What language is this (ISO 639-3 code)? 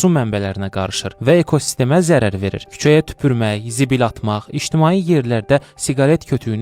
aze